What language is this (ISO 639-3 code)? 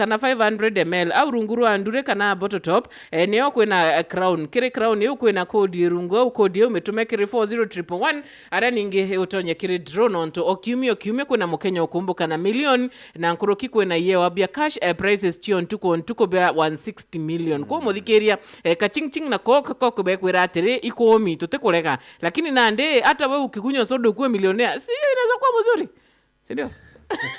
mer